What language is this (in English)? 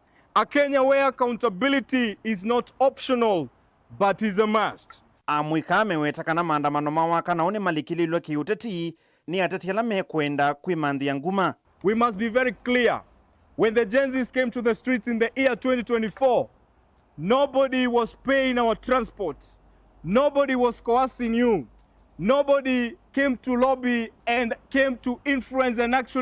Kamba